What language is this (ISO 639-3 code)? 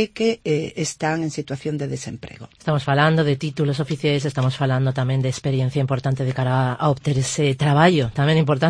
glg